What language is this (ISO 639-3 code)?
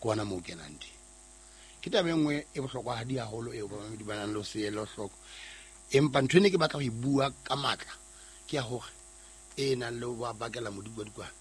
sot